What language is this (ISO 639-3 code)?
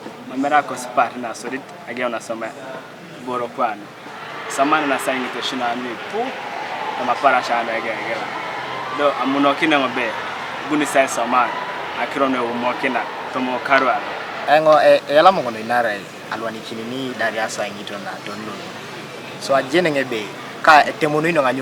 teo